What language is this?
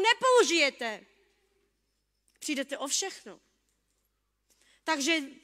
Czech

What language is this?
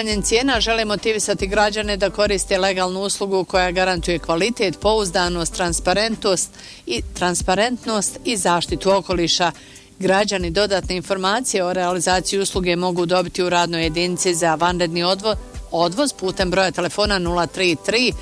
Bosnian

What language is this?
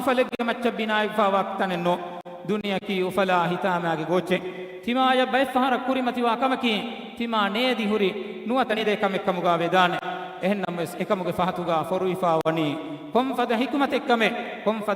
Divehi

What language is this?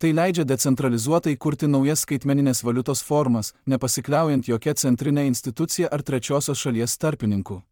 Lithuanian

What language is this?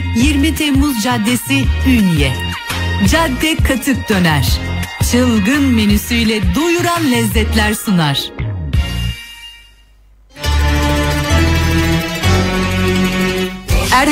Turkish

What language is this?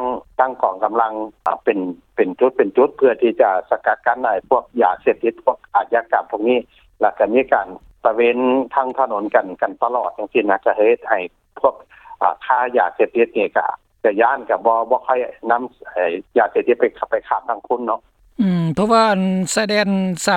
Lao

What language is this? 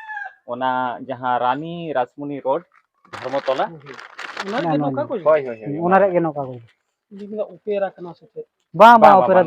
Santali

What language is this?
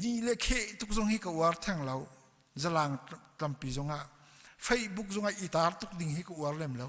Hakha Chin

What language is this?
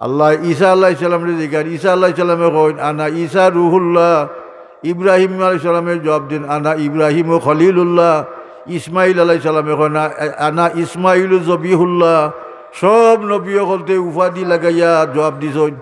Sylheti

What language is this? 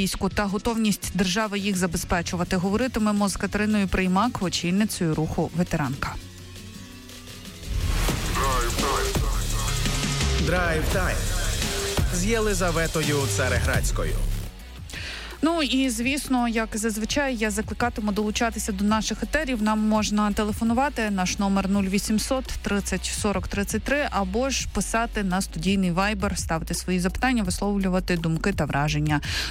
Ukrainian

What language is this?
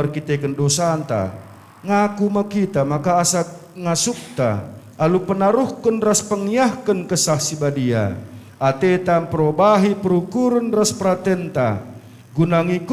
Batak Karo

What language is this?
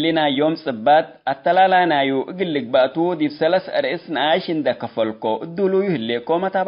Tigre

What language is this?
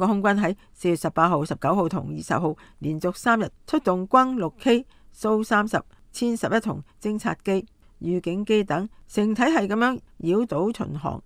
Cantonese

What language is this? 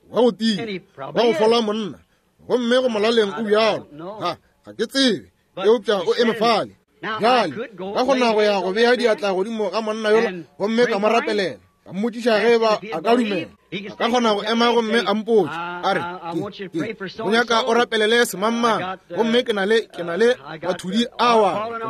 Northern Sotho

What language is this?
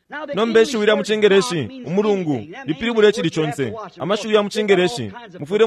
Bemba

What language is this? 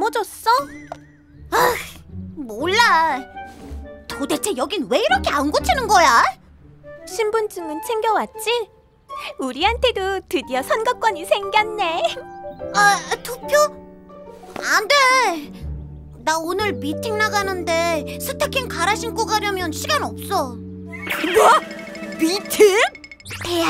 Korean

